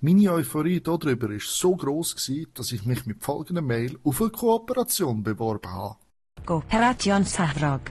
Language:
Swiss German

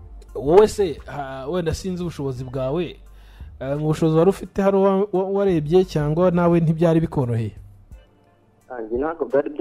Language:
Kinyarwanda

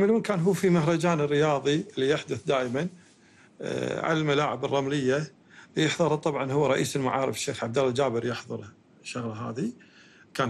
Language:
Gulf Arabic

